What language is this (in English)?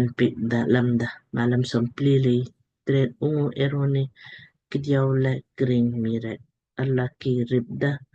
Lamkang